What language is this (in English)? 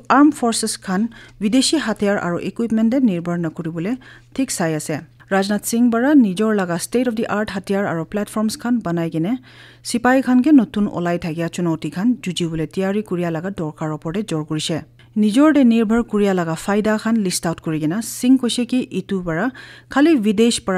Naga Pidgin